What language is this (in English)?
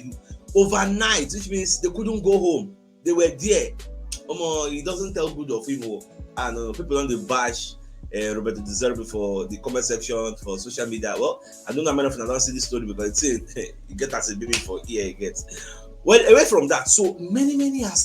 Nigerian Pidgin